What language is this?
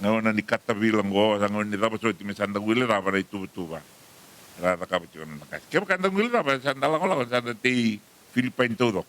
Fijian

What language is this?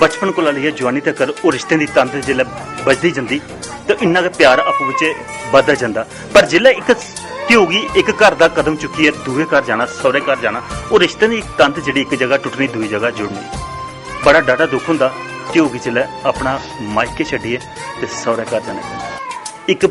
Dogri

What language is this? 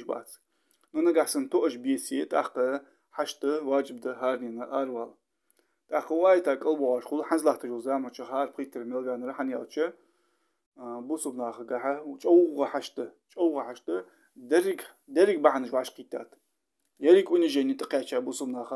Ingush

